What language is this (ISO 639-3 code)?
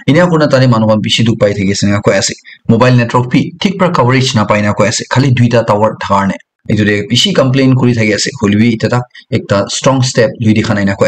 nag